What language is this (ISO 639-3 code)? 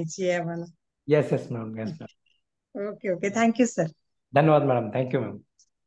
mar